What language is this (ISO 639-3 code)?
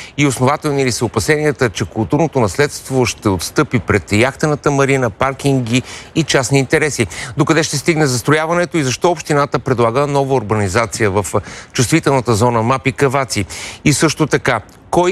bul